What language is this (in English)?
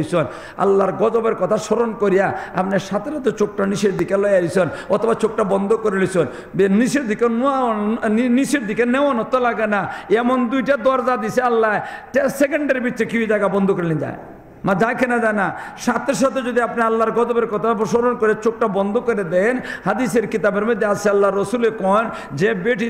Sylheti